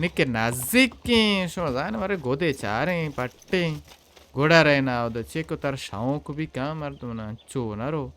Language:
Baluchi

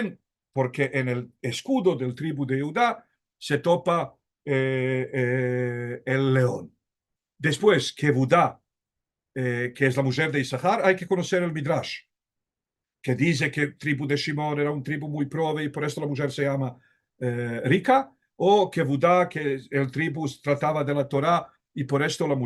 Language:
Ladino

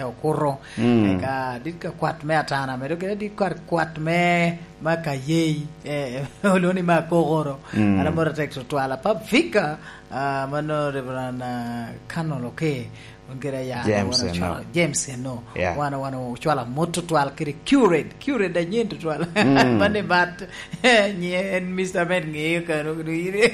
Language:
Lango (Uganda)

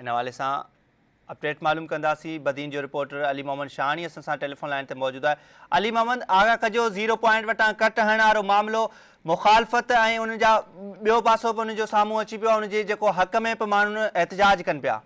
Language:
Sindhi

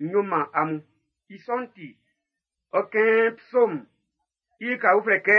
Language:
Baoulé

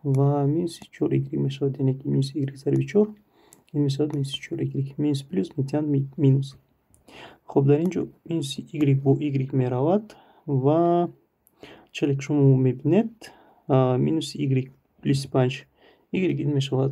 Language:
Tajik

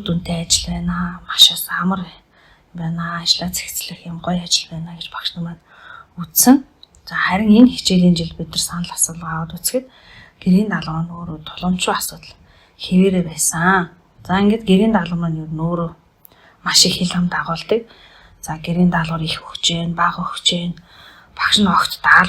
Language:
Mongolian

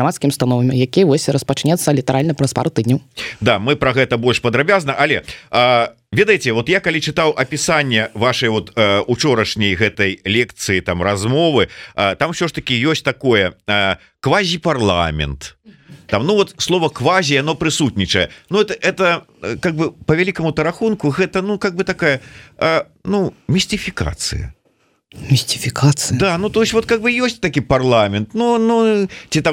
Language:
Belarusian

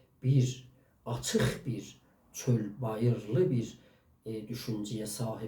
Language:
South Azerbaijani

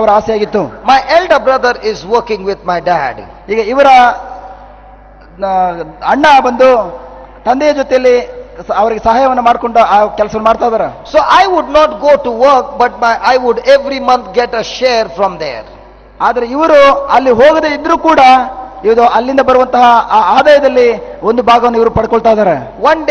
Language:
Kannada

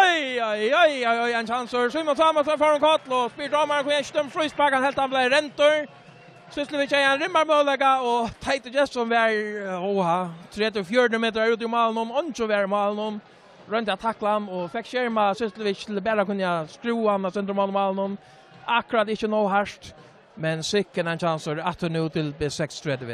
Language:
Faroese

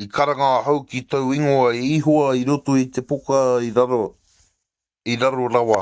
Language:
Māori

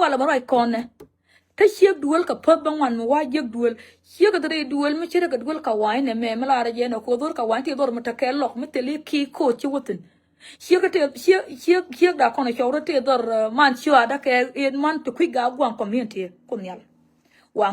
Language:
Nuer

